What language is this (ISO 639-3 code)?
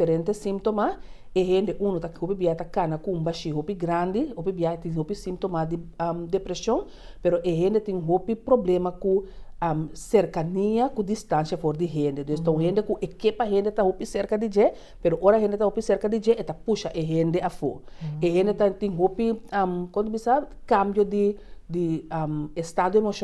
pap